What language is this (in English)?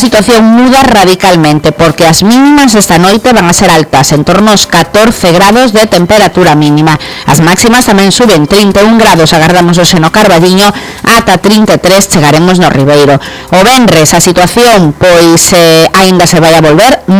Galician